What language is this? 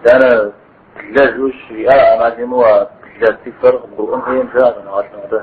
Kabardian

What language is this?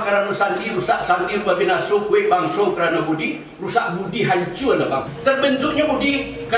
Minangkabau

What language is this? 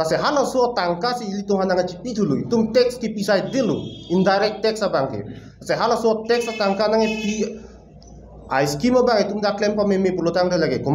Karbi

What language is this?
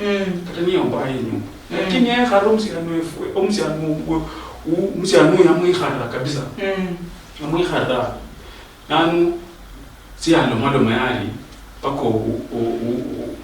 Luyia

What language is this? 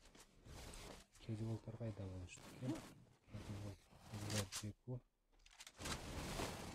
Kyrgyz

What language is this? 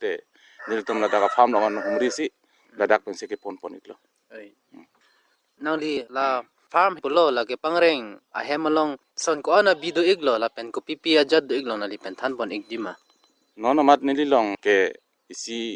Karbi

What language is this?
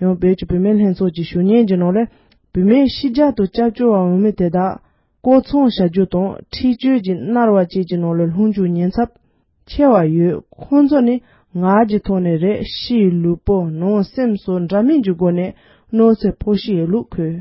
Tibetan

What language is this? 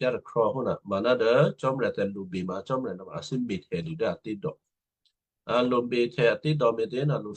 Western Kayah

